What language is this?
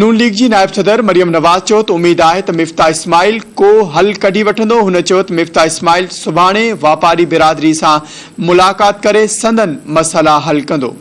Sindhi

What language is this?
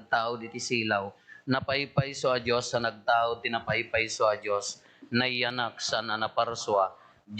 Iloko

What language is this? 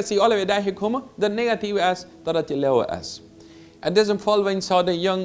Plautdietsch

